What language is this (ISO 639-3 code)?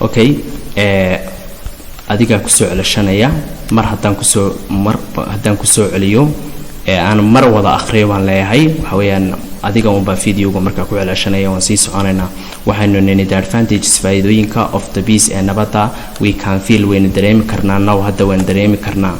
som